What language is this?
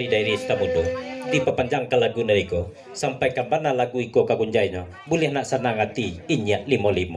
Minangkabau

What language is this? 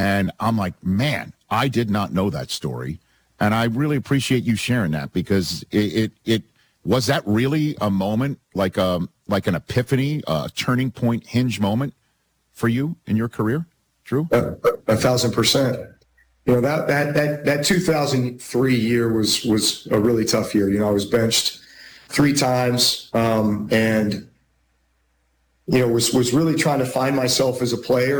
English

